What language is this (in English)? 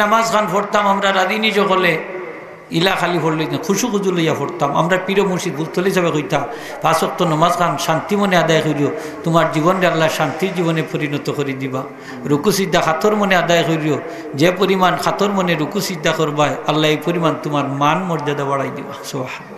Sylheti